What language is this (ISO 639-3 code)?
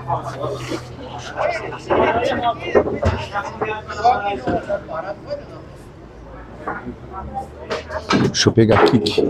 por